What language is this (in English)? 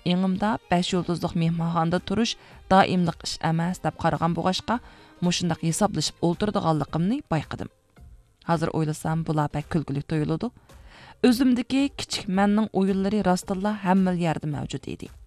Uyghur